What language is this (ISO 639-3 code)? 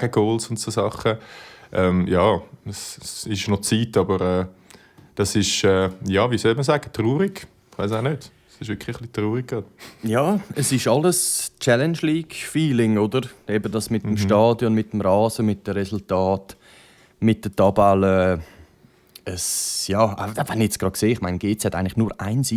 gsw